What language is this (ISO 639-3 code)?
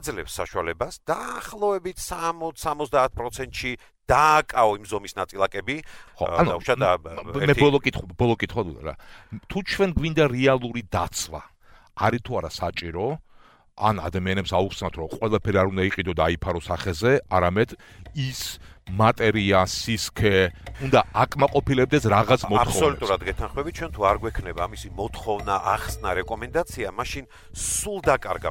kat